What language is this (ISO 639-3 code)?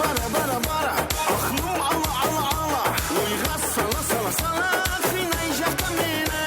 kaa